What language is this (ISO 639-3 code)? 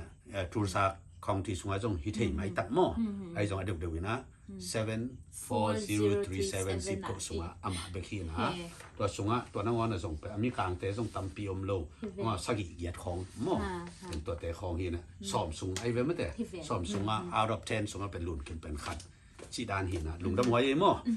ctd